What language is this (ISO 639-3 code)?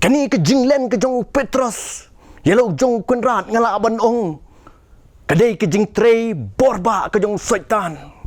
kha